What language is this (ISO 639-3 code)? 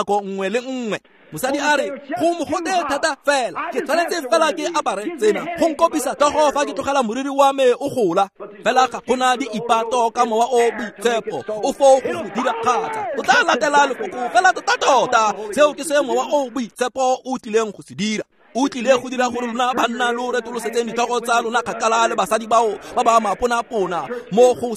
tsn